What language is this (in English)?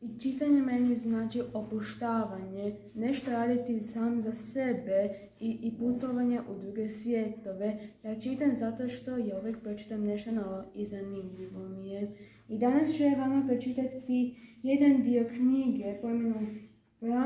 Croatian